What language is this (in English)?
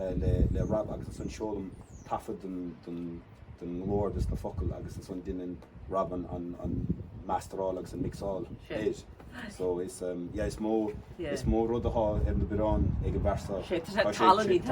Irish